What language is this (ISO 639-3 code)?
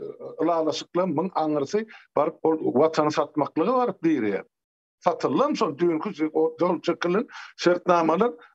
tuk